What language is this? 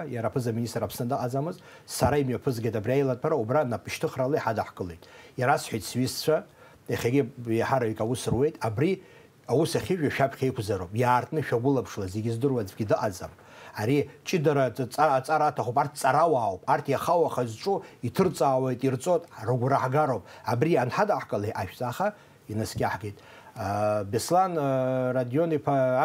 Abkhazian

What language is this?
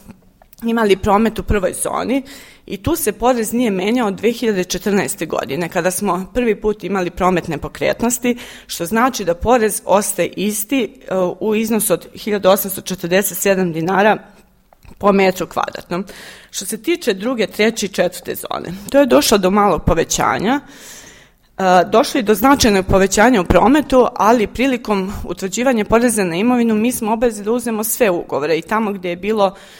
Serbian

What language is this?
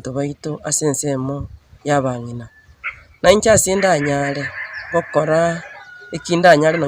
Gusii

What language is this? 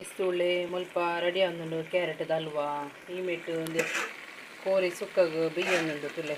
Tulu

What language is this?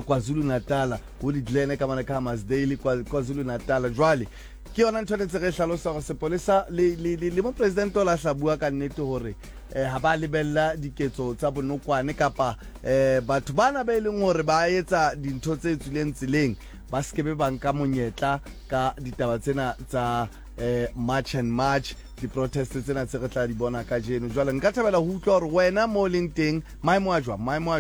Southern Sotho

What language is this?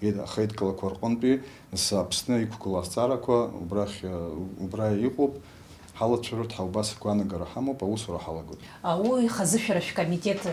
Abkhazian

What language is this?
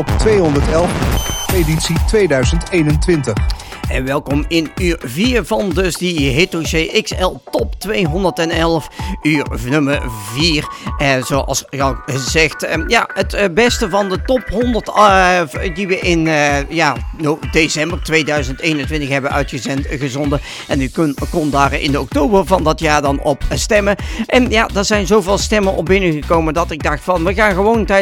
Dutch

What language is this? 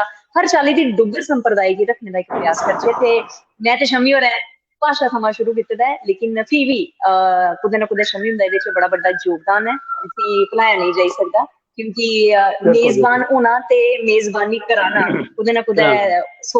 Dogri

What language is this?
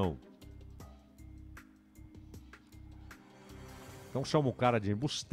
Portuguese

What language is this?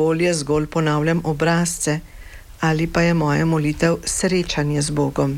Slovenian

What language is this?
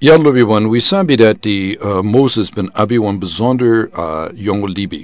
Sranan Tongo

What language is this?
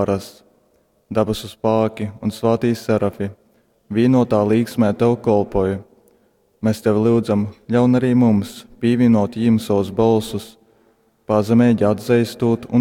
Latgalian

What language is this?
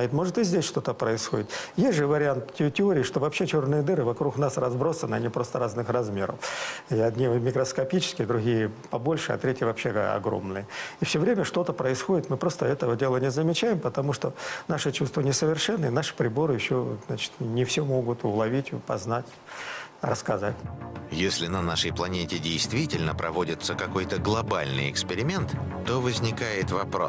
Russian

